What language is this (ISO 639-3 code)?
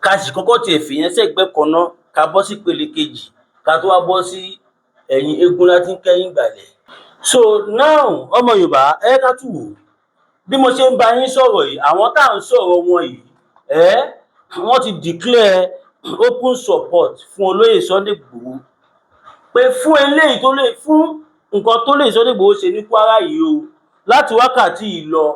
yor